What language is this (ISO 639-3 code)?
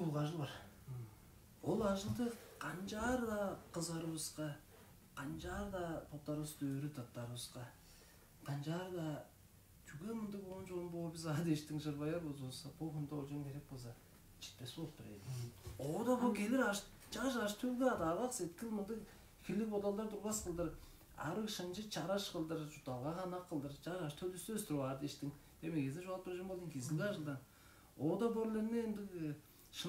tyv